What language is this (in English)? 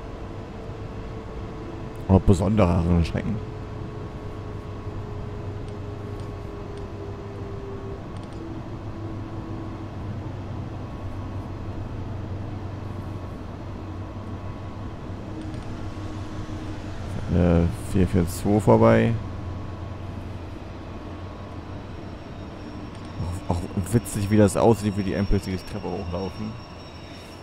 German